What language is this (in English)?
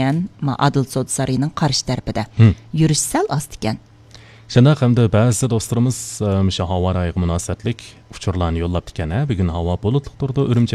Uyghur